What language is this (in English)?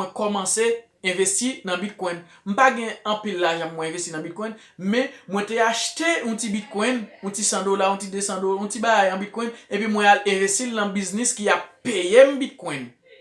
Haitian Creole